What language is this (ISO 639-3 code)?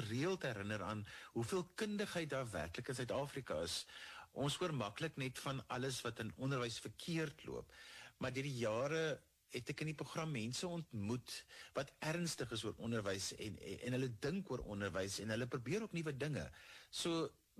afr